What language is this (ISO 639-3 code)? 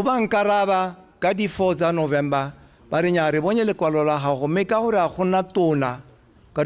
tsn